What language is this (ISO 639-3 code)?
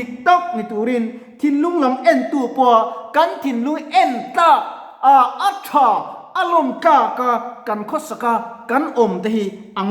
lus